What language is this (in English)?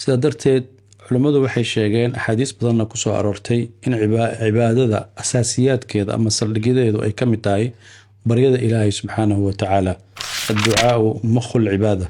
Somali